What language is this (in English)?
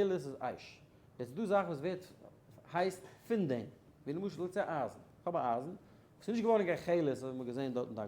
Yiddish